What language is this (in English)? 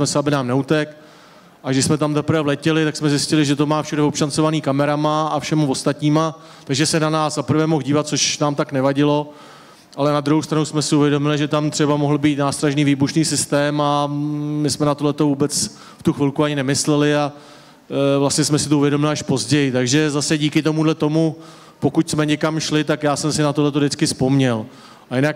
Czech